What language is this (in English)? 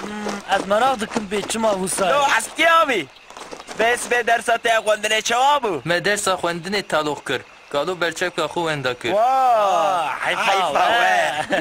Kurdish